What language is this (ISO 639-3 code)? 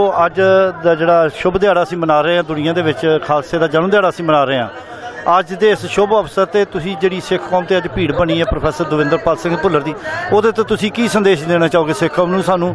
pan